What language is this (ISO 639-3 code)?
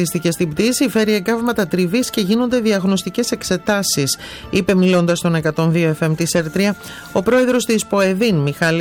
ell